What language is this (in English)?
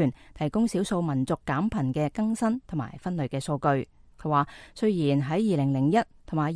Cantonese